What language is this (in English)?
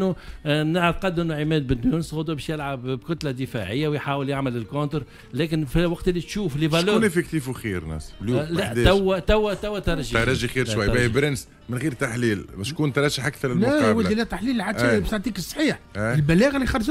Tunisian Arabic